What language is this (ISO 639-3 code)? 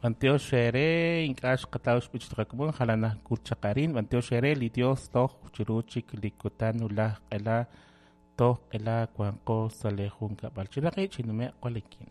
kek